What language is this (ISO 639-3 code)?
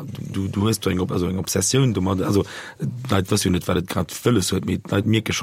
ltz